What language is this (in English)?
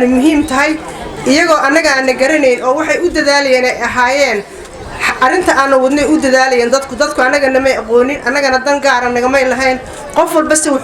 Somali